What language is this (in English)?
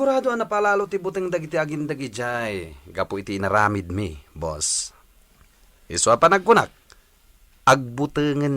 Iloko